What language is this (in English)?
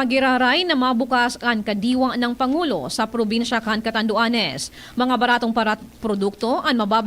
Bikol